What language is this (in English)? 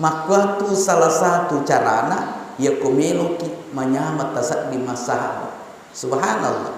Buginese